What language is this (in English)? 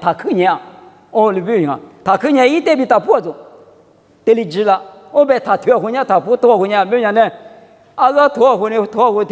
Lisu